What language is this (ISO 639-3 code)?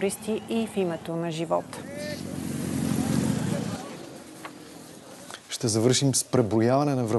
bul